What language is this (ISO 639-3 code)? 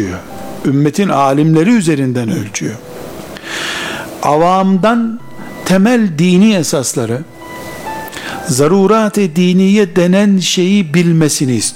tur